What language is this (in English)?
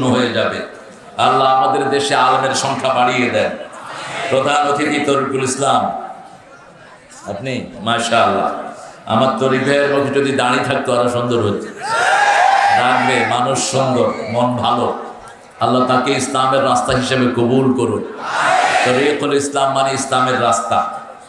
Bangla